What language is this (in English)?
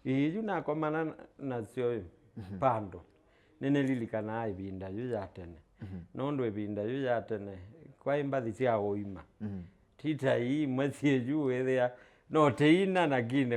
Kamba